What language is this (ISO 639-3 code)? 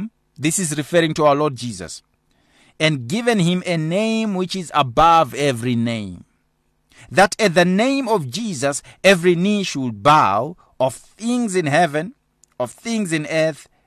eng